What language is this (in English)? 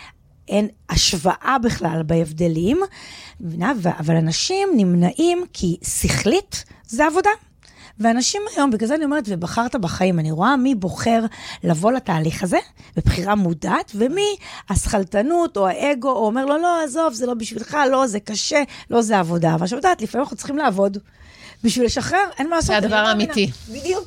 Hebrew